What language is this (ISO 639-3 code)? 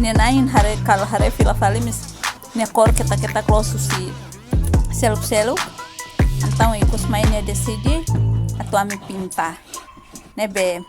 tet